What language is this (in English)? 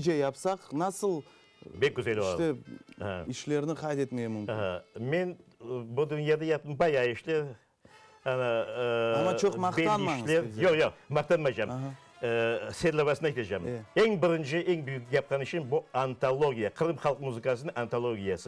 Crimean Tatar